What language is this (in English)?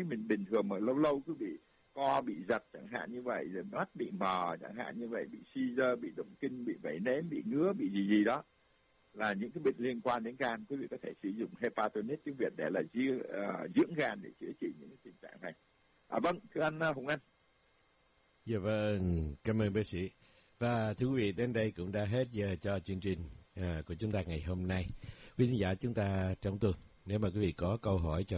Vietnamese